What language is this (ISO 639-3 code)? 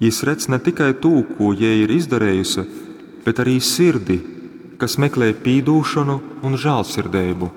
ltg